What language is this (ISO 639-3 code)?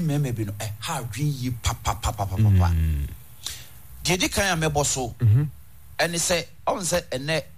aka